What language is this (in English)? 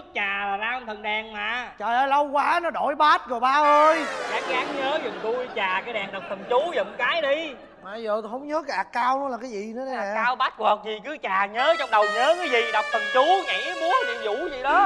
Vietnamese